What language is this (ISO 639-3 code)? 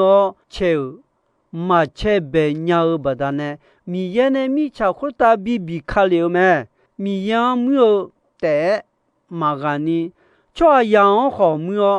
ahk